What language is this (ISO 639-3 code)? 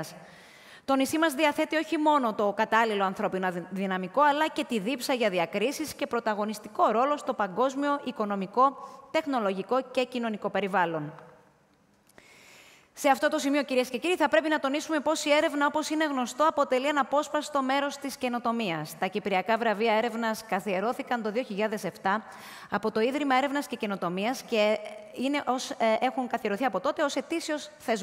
ell